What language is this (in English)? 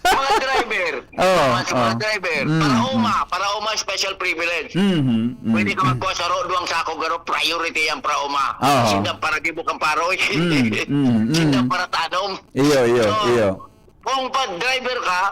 Bikol